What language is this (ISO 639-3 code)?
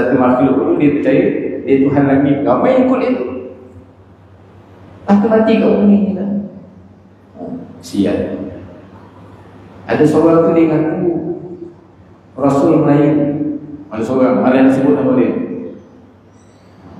msa